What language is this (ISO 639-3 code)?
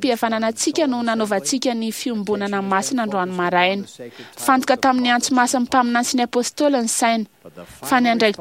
mlg